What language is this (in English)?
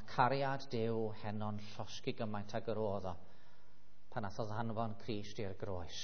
Welsh